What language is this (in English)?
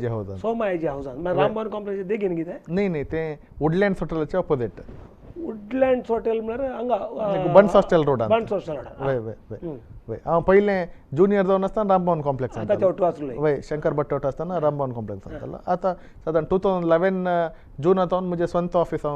Konkani